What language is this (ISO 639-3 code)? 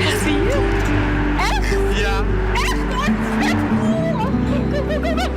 fry